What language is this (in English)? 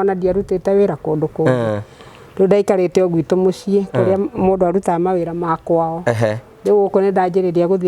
Kikuyu